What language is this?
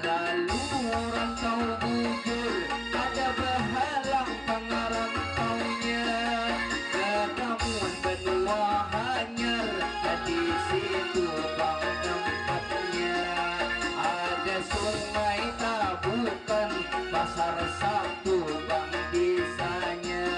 Banjar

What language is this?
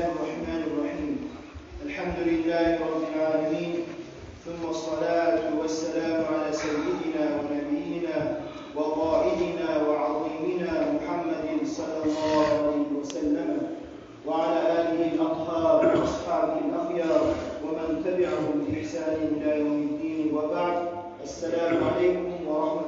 Kumyk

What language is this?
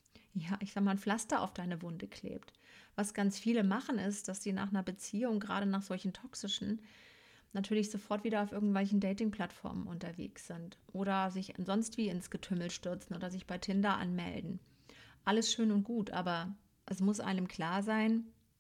German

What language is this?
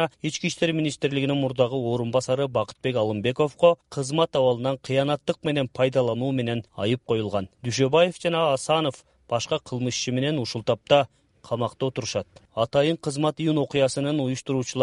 Kyrgyz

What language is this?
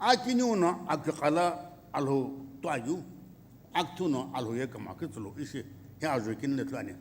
Sumi Naga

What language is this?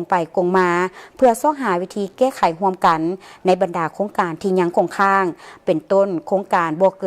Lao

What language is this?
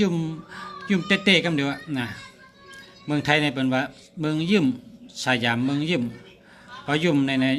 Shan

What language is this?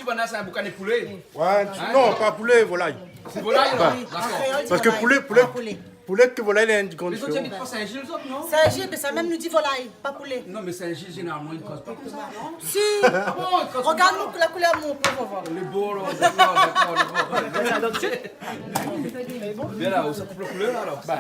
Réunion Creole French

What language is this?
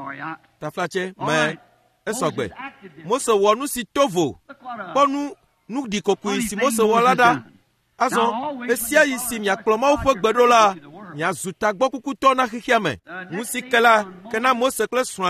Ewe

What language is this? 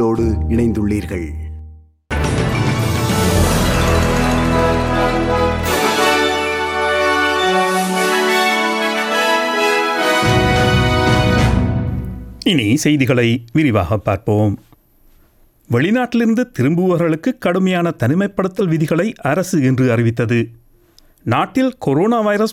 Tamil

